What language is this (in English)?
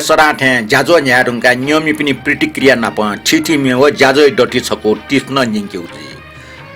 Newari